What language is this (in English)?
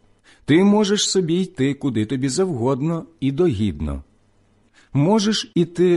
Ukrainian